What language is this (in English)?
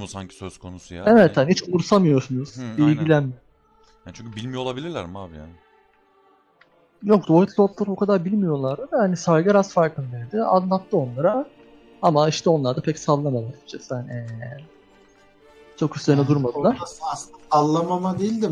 Turkish